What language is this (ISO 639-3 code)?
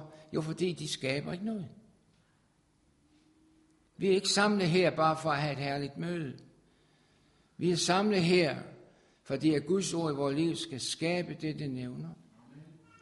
dan